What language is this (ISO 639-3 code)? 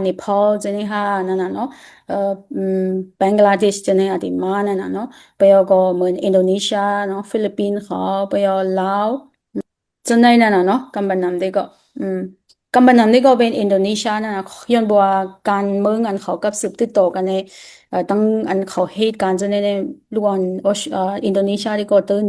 shn